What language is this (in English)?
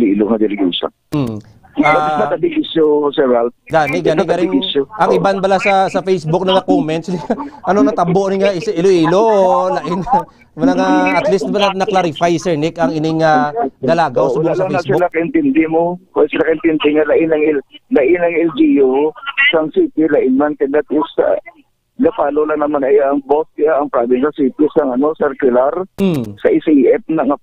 Hiligaynon